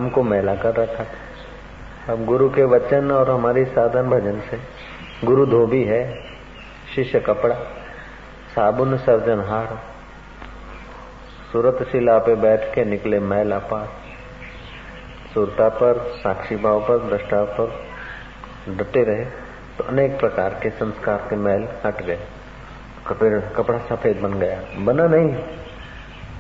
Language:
Hindi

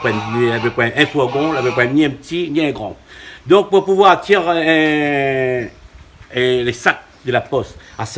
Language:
Réunion Creole French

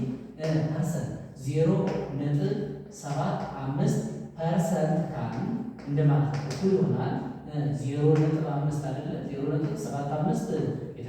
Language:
Amharic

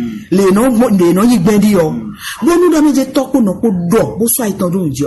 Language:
Fon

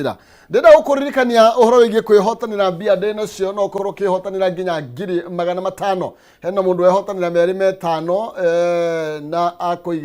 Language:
Kikuyu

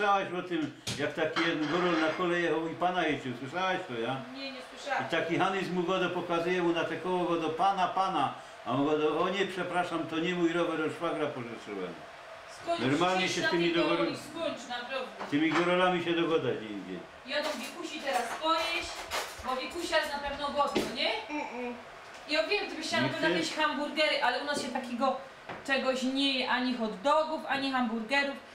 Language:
Silesian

